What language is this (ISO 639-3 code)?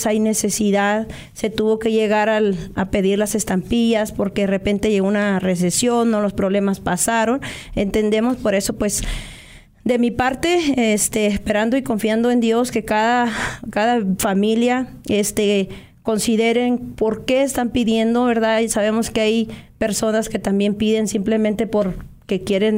spa